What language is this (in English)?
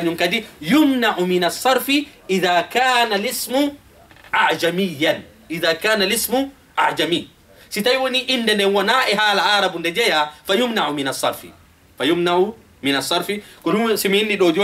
Fula